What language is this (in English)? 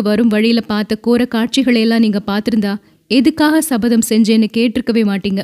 Tamil